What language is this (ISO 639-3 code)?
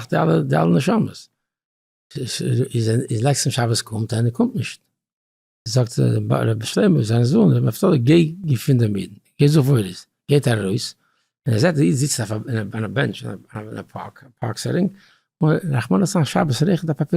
yid